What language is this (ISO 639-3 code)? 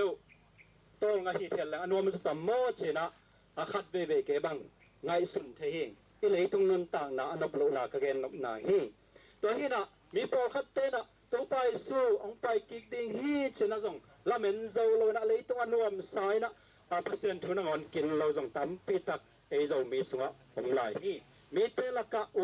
ctd